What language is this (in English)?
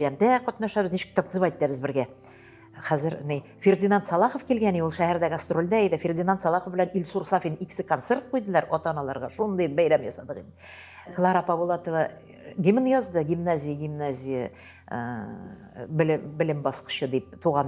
Tatar